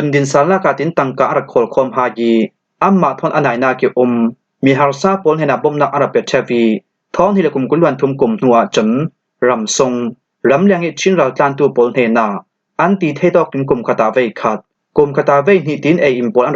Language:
Falam Chin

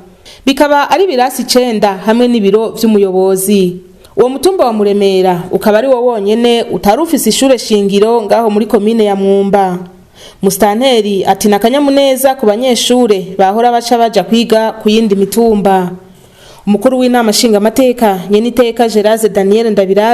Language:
Rundi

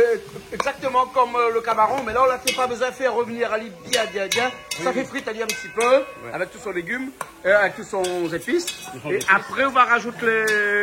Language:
Réunion Creole French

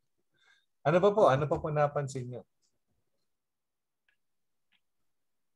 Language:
Filipino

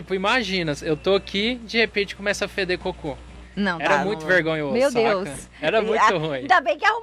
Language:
Portuguese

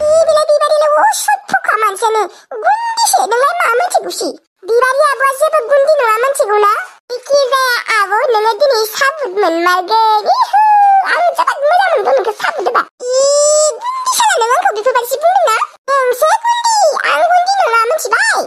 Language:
Bodo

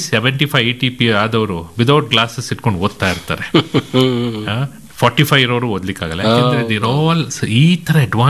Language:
Kannada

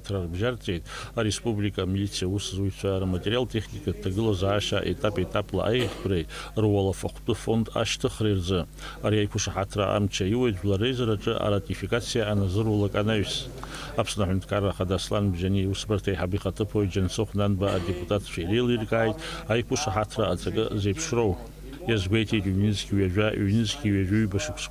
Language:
Abkhazian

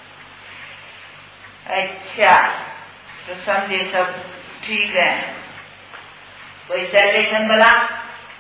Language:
Hindi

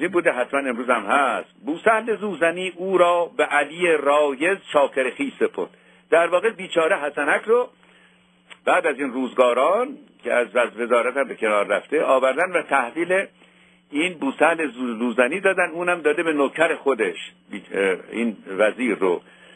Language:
Persian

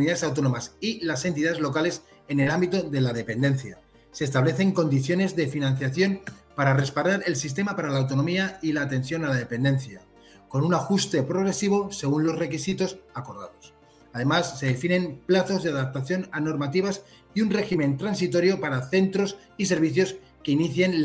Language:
Spanish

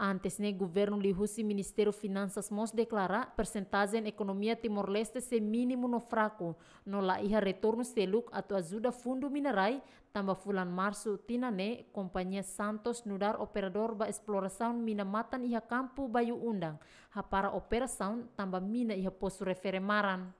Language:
Tetum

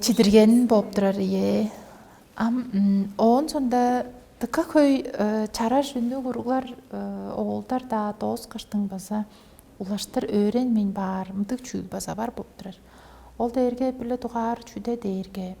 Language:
Tuvinian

